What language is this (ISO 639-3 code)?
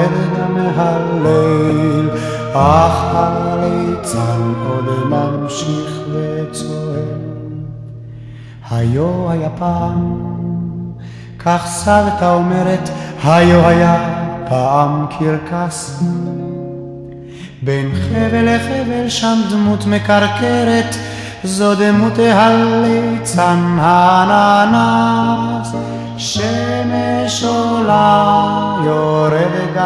heb